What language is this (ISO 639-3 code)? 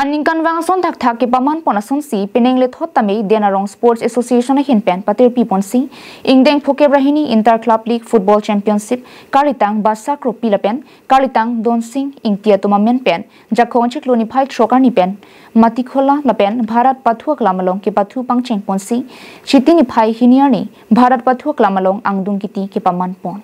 mjw